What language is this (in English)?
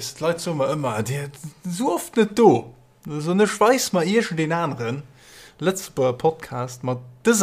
Luxembourgish